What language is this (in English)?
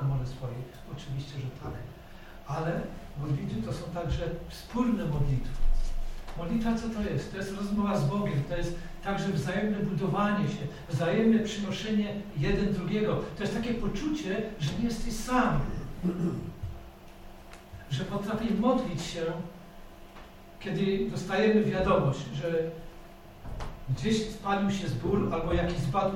Polish